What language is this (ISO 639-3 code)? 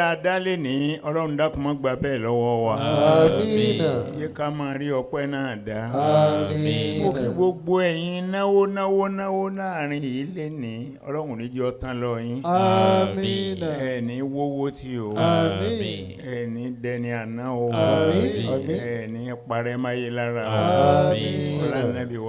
yor